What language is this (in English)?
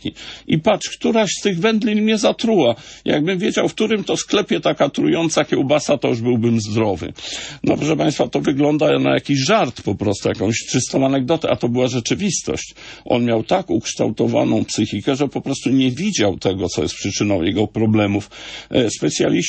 Polish